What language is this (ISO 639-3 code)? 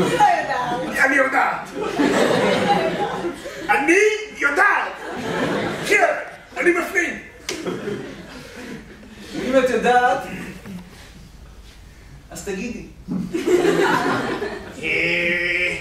heb